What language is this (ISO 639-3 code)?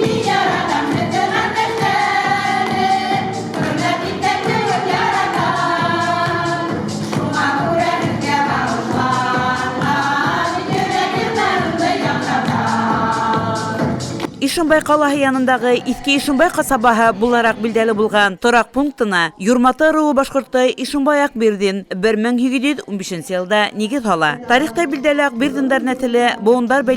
bak